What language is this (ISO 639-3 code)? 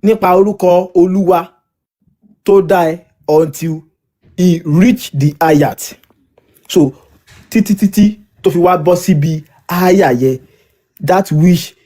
yor